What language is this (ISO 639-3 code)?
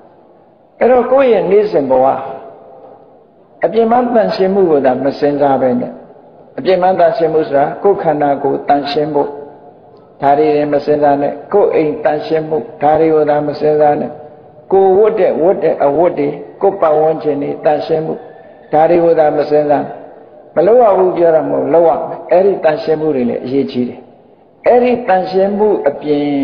mya